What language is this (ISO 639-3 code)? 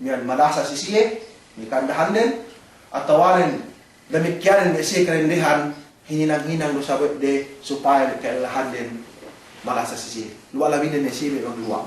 yka